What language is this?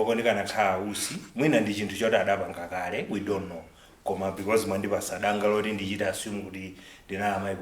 Nyanja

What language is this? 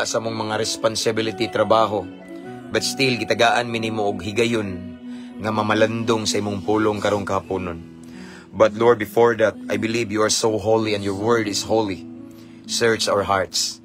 Cebuano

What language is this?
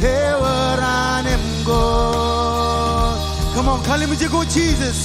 Marshallese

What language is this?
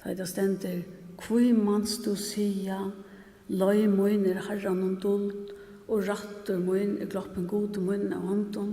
Faroese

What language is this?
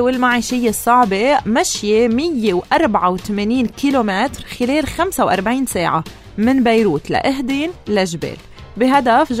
North Levantine Arabic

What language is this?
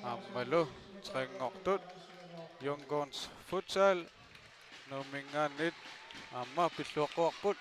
Kalaallisut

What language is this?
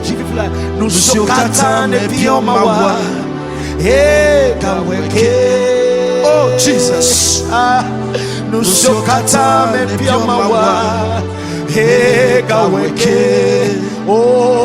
Ewe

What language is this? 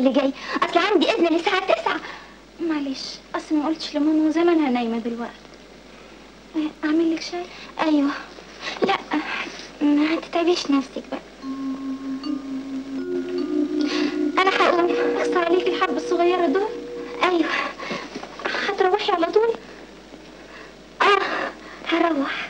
Egyptian Arabic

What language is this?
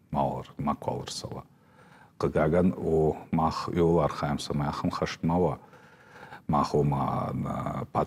Ossetic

